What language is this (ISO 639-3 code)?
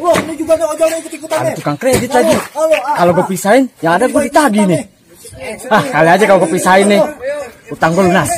bew